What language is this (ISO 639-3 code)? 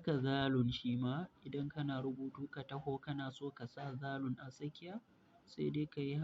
hau